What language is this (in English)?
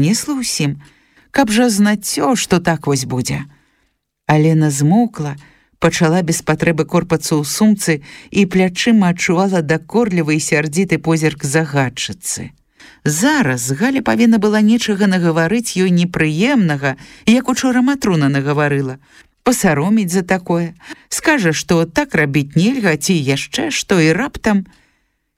Belarusian